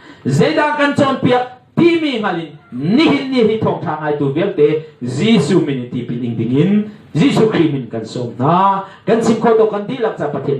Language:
Hakha Chin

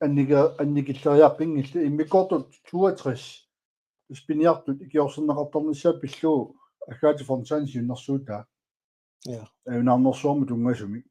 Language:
Kalaallisut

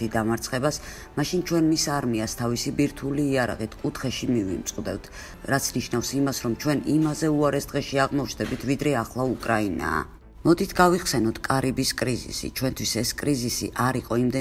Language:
Georgian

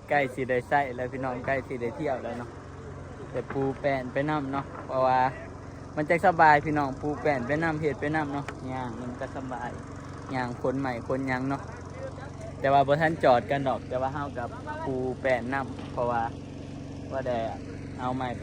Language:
Northeastern Thai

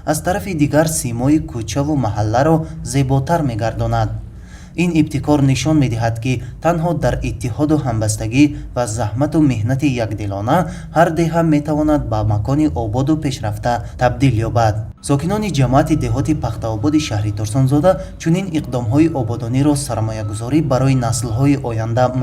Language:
Tajik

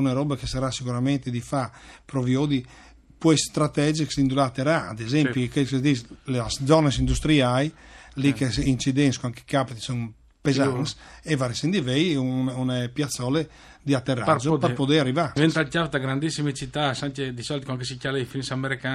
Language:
Friulian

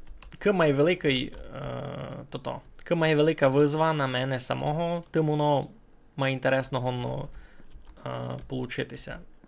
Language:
Rusyn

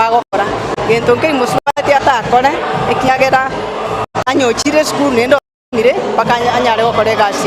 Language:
Gusii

